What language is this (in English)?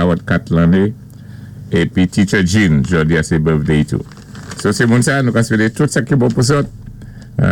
Saint Lucian Creole French